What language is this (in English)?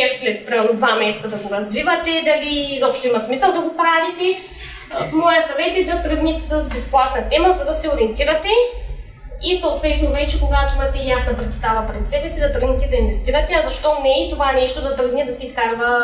Bulgarian